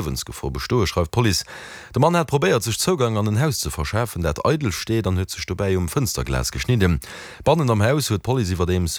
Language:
Luxembourgish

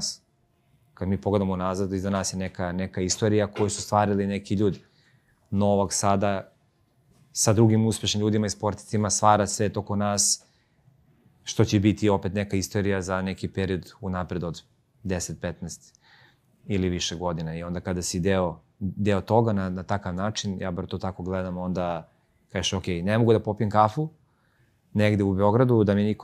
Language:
Serbian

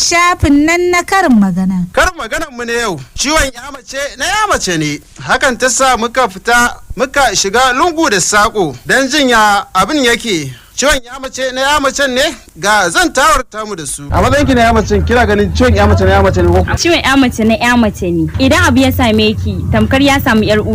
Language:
Hausa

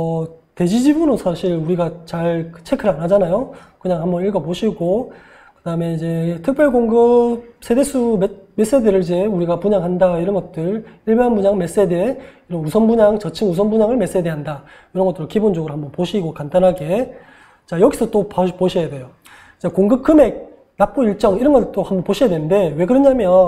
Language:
Korean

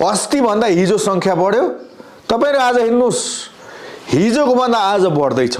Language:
Nepali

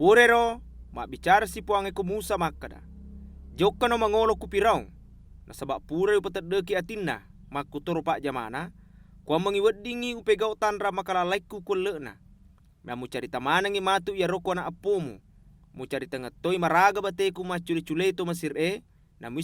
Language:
Buginese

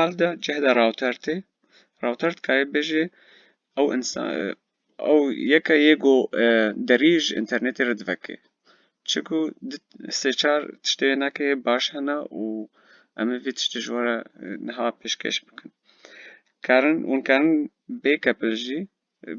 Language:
Kurdish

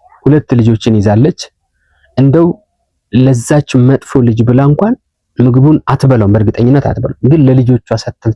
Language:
Amharic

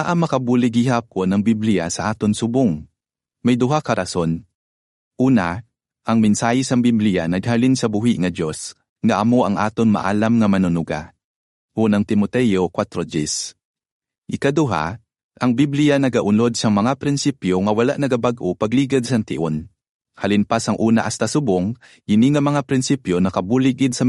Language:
Hiligaynon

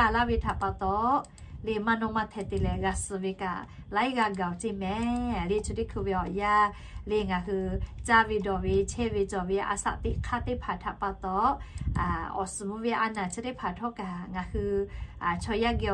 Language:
Lahu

